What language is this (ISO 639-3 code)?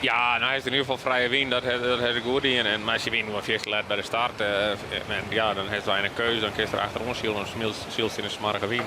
fry